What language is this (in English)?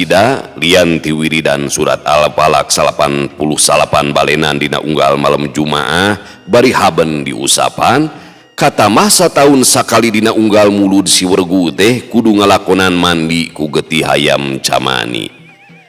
Sundanese